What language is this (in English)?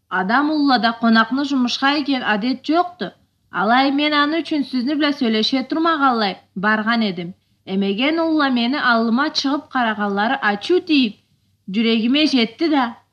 Karachay-Balkar